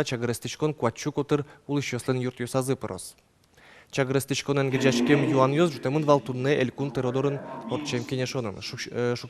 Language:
Udmurt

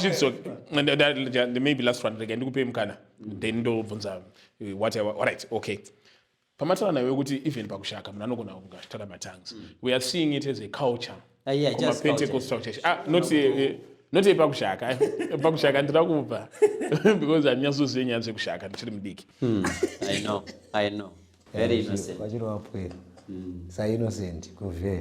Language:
Shona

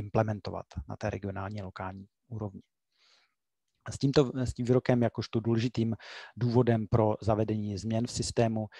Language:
Czech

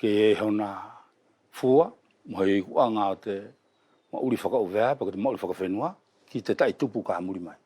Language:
Wallisian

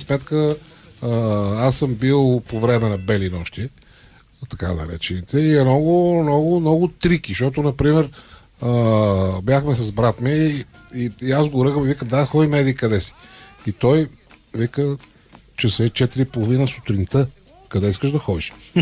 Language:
Bulgarian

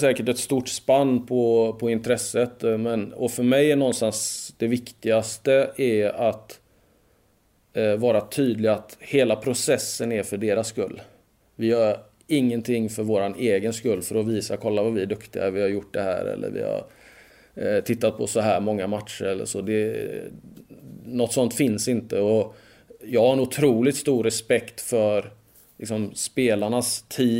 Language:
Swedish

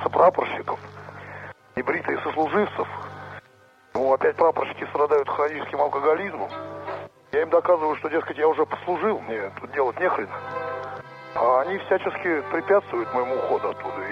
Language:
Russian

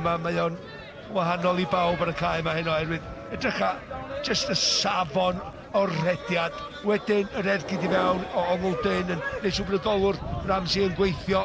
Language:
Welsh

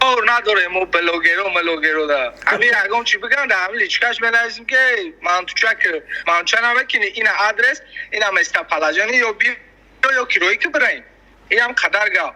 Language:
Tajik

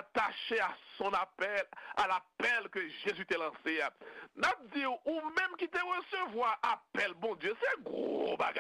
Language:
Haitian Creole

